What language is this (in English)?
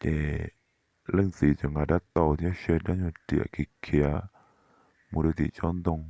Hmong